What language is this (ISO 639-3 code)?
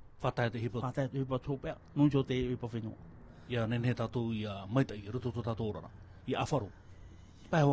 tah